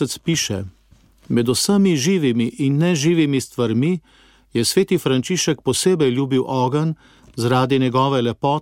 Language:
Slovenian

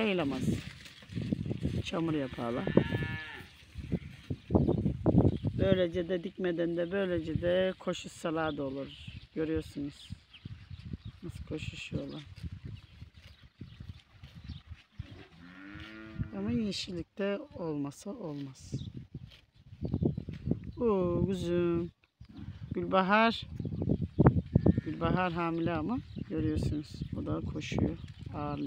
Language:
Turkish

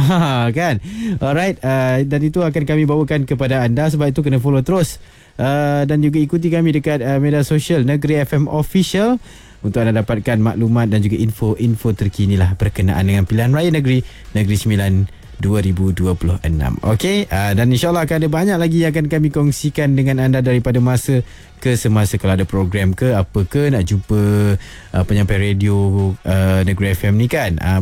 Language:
Malay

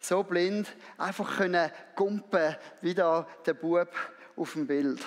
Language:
Swiss German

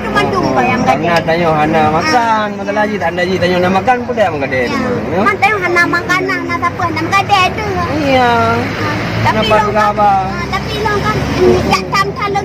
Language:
Achinese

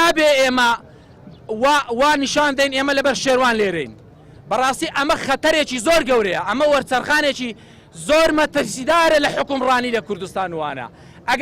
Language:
Central Kurdish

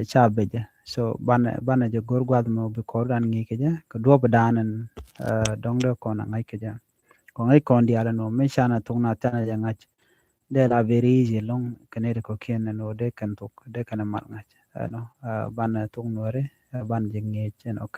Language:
Nuer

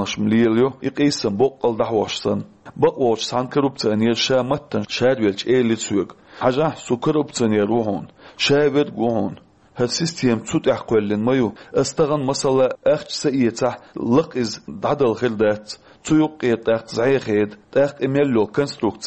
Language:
Chechen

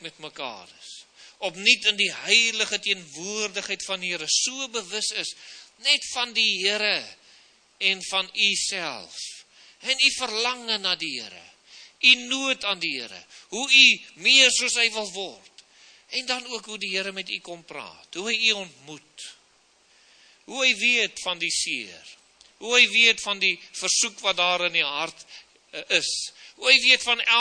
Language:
Afrikaans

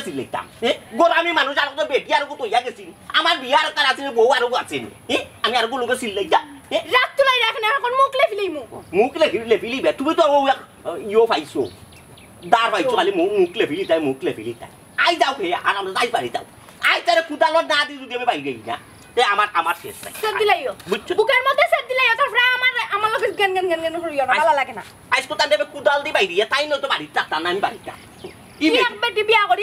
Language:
Sylheti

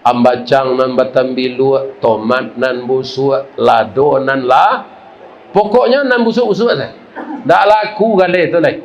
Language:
Minangkabau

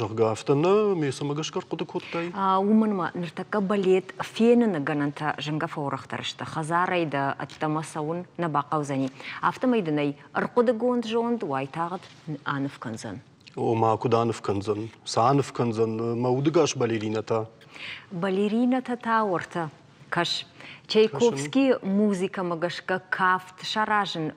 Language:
Ossetic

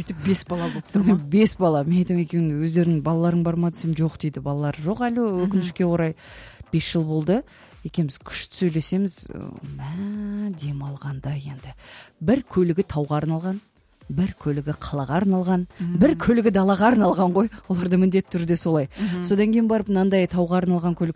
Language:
Kazakh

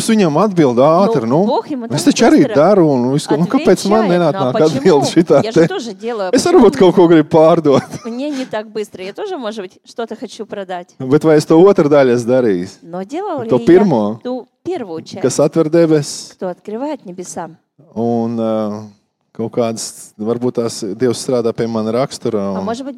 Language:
Latvian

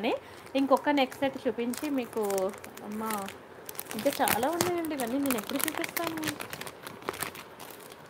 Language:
Telugu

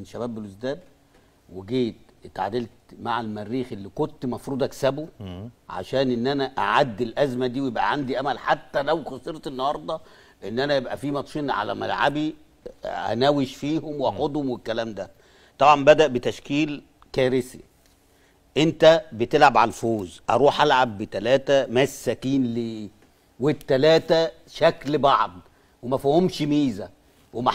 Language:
Egyptian Arabic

